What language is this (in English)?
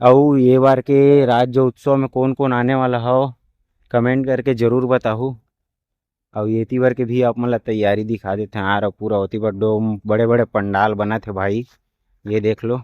Chhattisgarhi